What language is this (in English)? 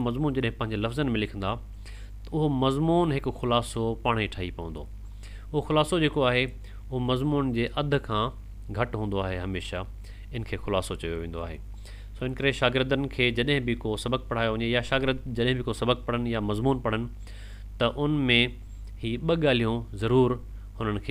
Sindhi